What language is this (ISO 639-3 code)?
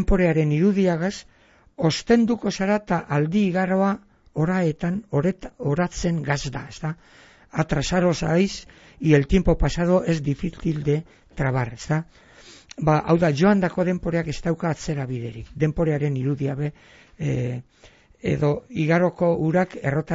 eus